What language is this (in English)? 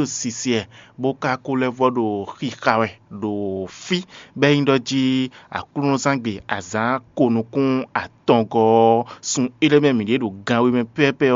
Fon